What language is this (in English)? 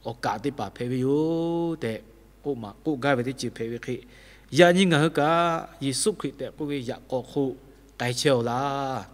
Lahu